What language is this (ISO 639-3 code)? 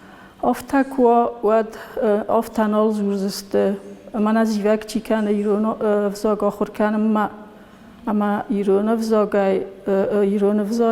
oss